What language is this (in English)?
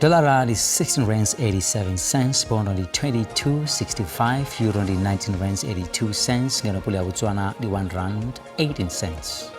Venda